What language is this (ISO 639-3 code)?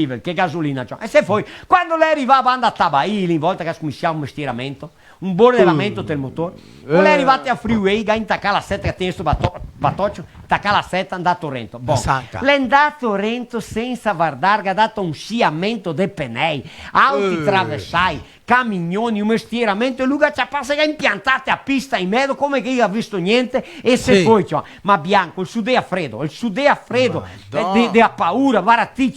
vec